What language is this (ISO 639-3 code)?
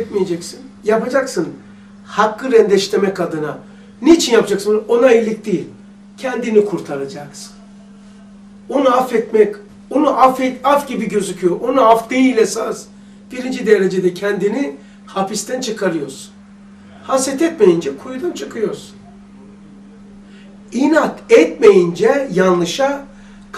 tur